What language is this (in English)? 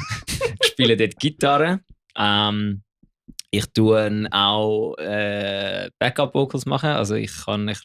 Swiss German